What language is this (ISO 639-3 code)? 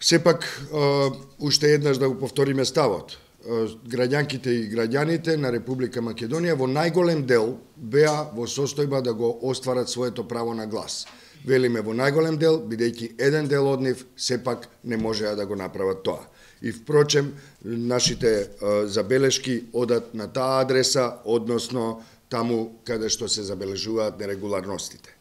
mkd